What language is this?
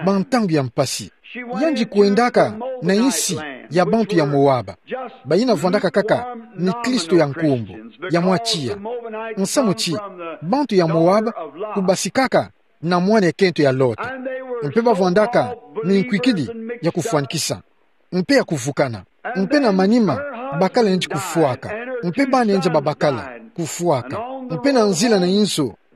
Kituba (Democratic Republic of Congo)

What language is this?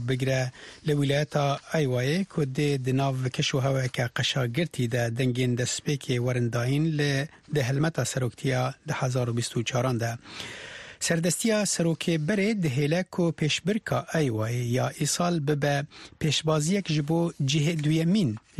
Kurdish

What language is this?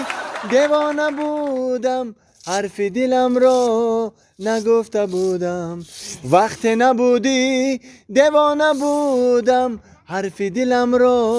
Tajik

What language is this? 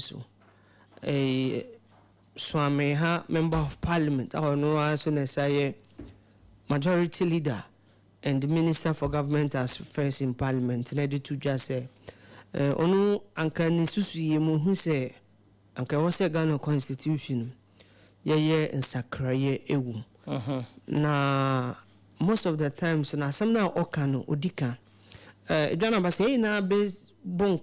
Akan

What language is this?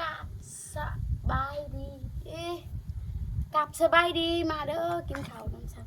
Northeastern Thai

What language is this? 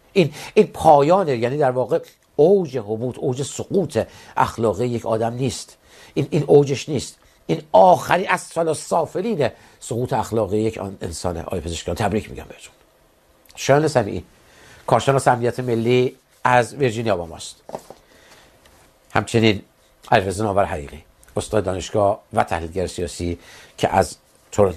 Persian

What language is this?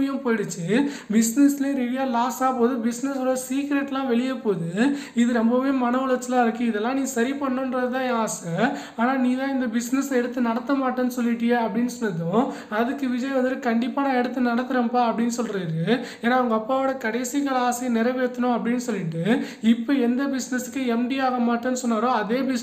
Tamil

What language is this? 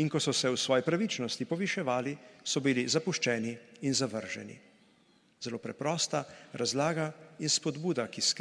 Slovenian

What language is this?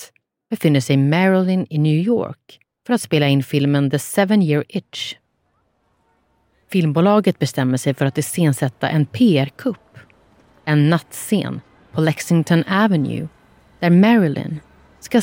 Swedish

